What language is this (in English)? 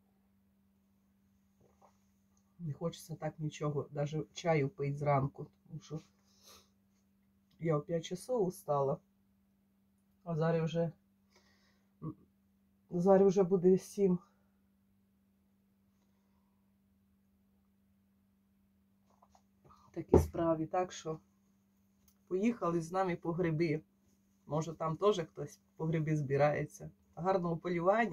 Ukrainian